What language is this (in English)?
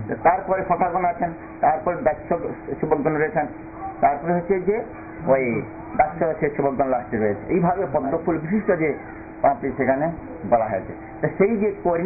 Bangla